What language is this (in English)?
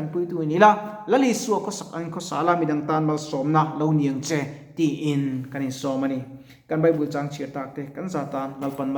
Mizo